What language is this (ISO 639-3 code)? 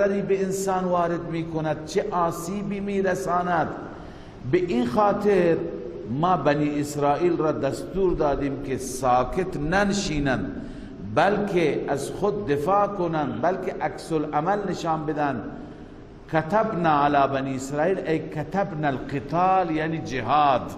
fas